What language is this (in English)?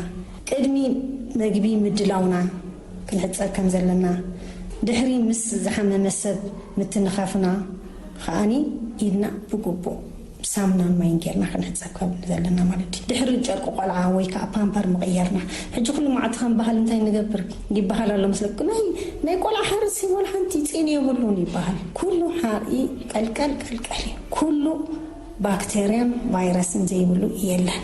Tigrinya